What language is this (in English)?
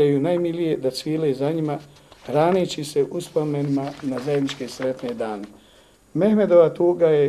Bosnian